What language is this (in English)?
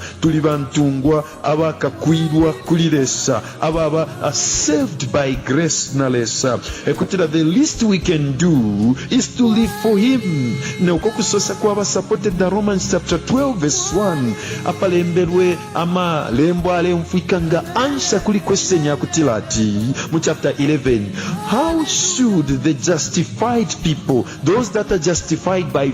Bemba